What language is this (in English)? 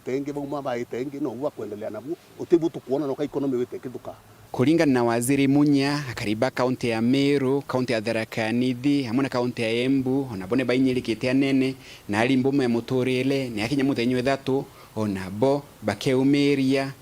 Meru